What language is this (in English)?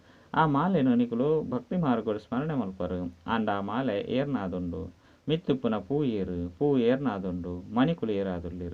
Tulu